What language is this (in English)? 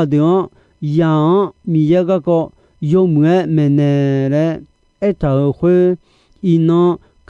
Akha